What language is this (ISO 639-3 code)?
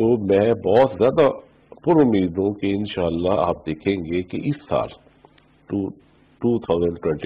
urd